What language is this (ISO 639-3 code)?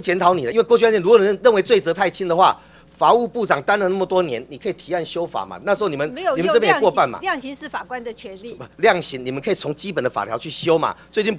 zho